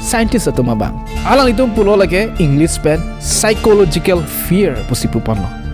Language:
Karbi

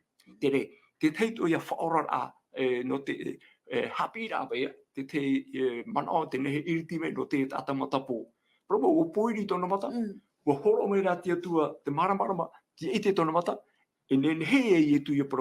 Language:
Tahitian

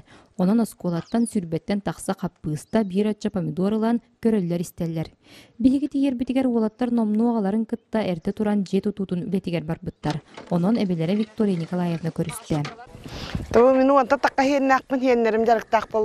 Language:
Yakut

